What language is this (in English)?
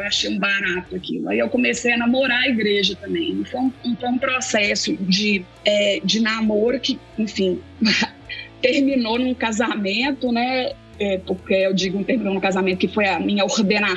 Portuguese